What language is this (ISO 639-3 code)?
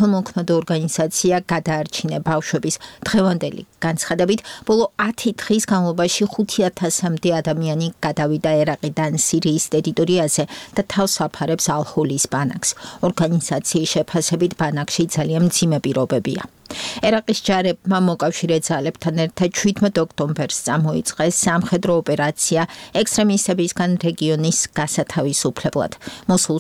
kat